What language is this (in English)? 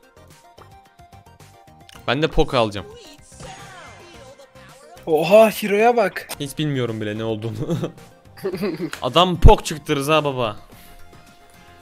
Turkish